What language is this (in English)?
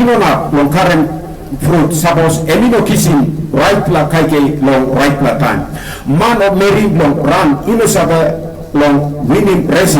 Tok Pisin